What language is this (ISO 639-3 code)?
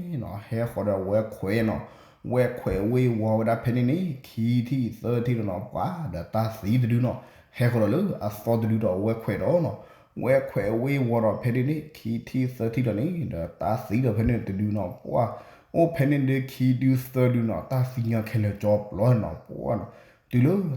ksw